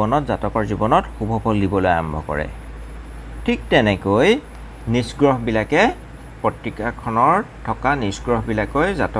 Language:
Assamese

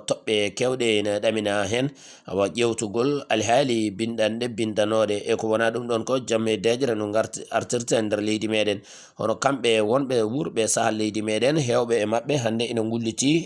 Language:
Fula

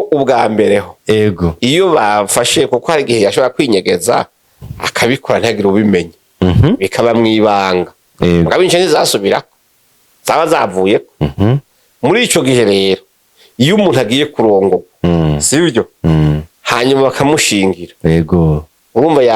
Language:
Rundi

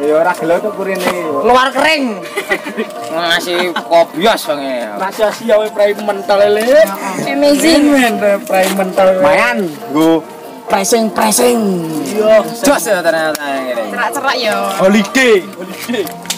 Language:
Javanese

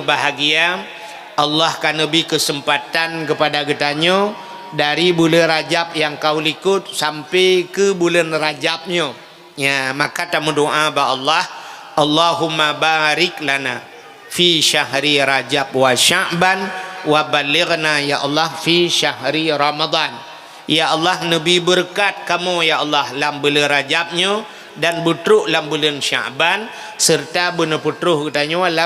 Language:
Achinese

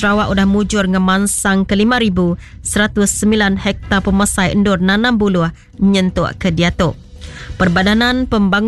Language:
Iban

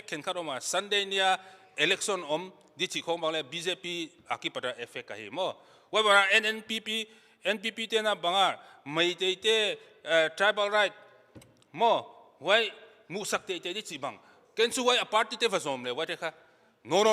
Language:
Paite Chin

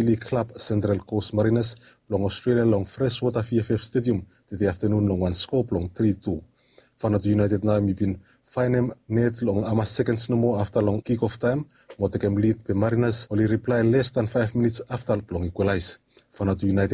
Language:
Bislama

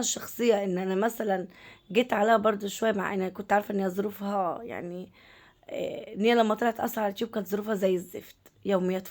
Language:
Egyptian Arabic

